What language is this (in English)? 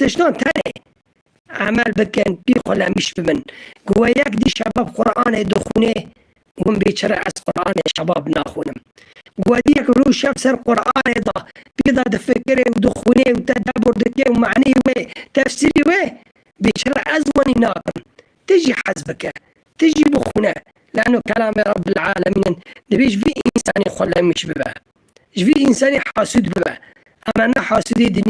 Kurdish